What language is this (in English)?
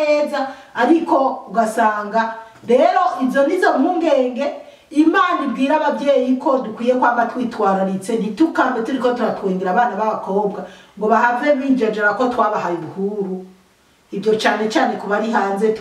Rundi